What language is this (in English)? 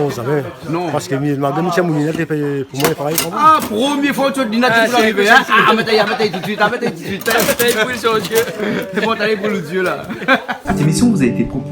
Réunion Creole French